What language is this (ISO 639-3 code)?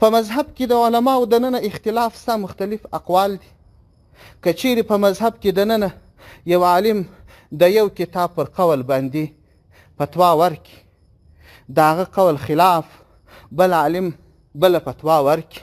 pus